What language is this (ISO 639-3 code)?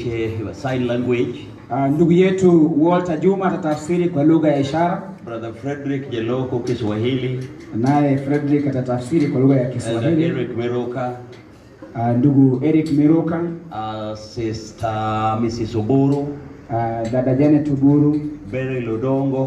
luo